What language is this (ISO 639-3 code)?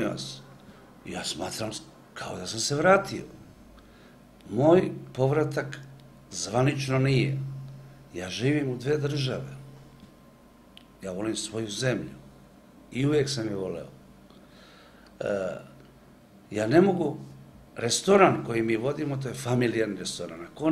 srp